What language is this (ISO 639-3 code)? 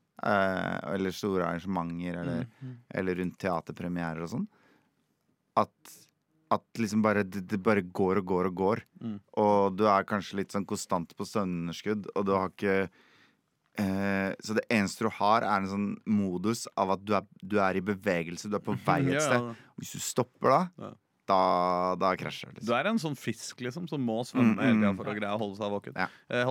nor